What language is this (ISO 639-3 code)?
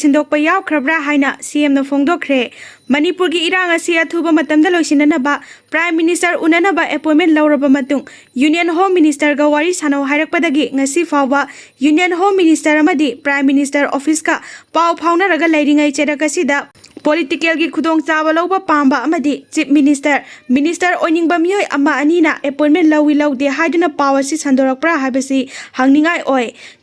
mni